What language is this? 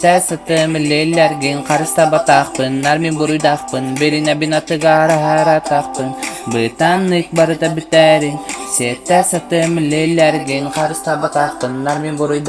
Yakut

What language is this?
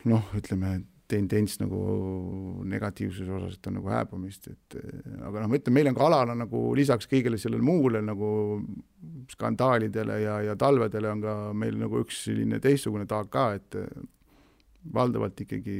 Estonian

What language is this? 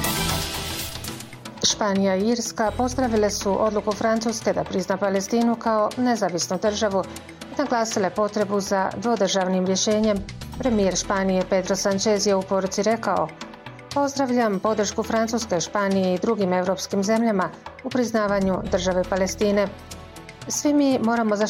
Bosnian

